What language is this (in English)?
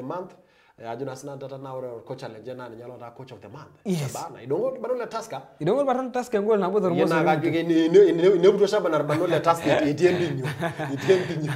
Masai